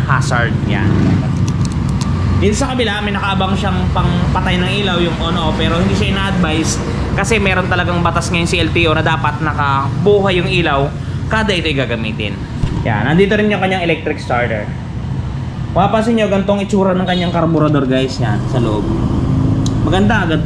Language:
Filipino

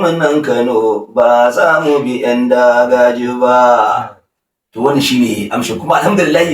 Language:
Hausa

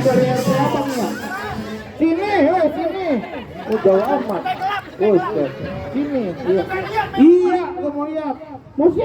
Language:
Betawi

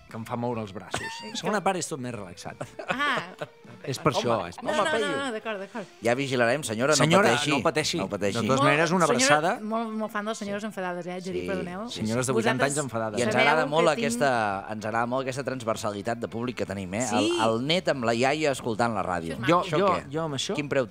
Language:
Catalan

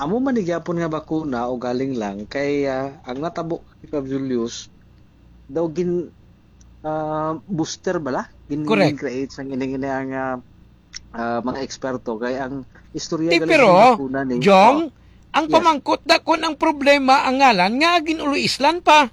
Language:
Hiligaynon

